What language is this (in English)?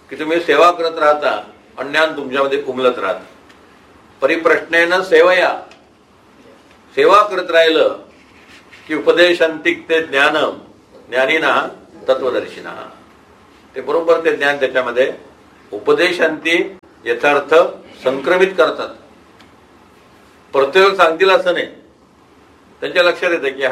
Marathi